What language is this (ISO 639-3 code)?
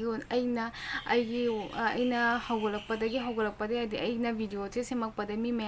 mni